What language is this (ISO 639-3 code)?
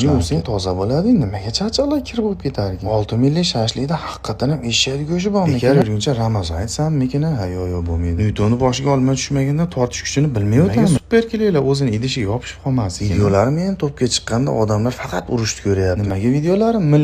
uzb